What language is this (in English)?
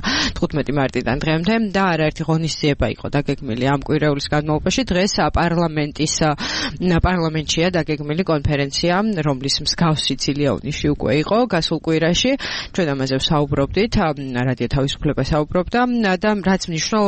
Georgian